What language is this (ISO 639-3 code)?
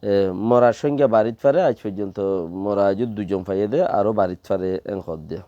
rhg